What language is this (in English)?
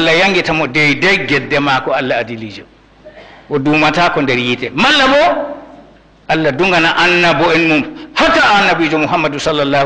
Fula